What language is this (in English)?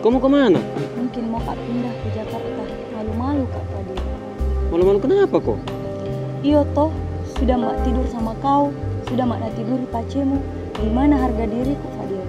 Makassar Malay